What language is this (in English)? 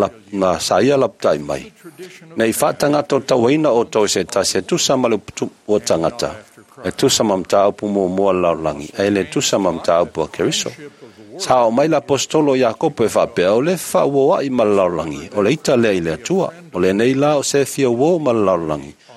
Samoan